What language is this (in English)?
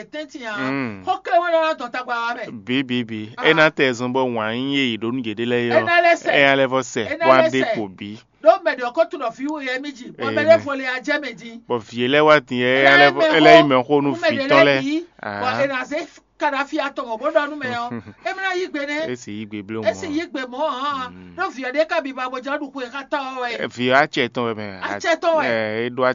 Fon